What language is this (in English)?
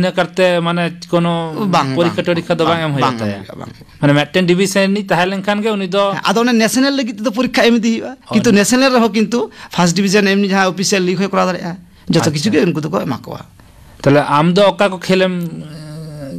Santali